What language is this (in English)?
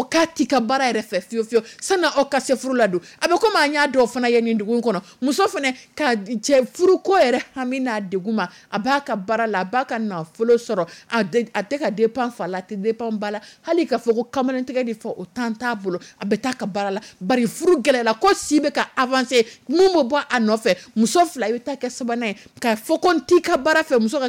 Dyula